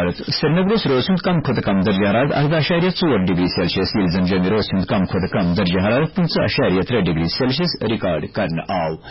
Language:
Kashmiri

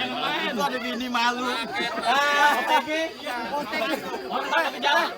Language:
Betawi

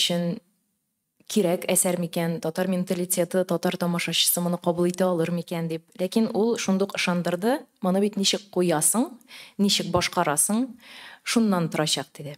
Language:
Tatar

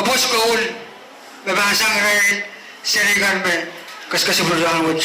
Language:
Pohnpeian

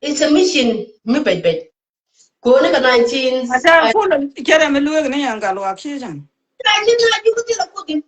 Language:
Nuer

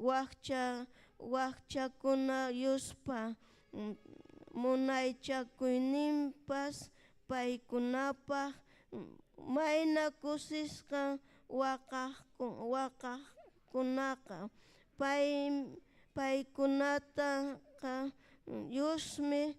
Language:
Ayacucho Quechua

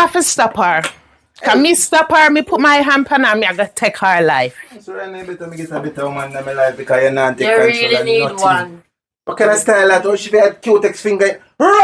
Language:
Jamaican Creole English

